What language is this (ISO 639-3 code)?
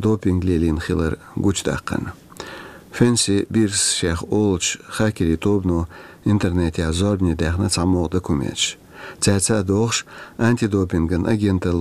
che